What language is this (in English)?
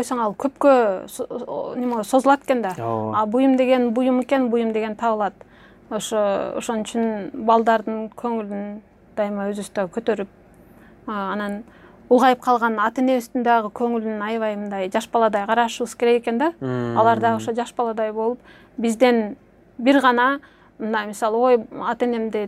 Kyrgyz